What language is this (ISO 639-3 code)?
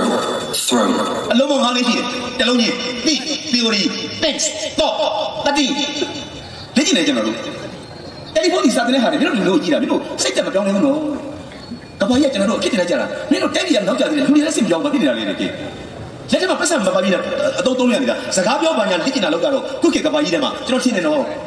mya